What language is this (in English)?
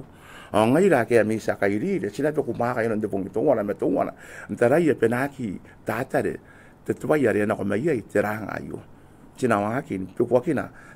Gilbertese